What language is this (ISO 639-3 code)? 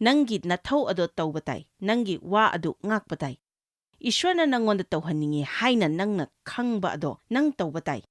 mni